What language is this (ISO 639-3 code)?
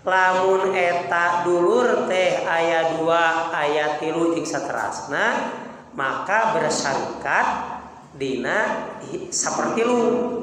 sun